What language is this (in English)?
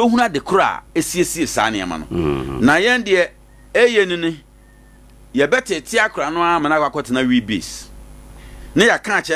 Akan